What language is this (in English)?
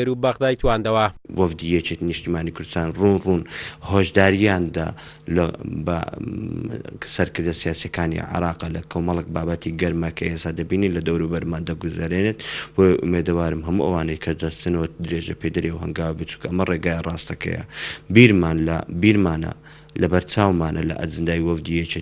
Central Kurdish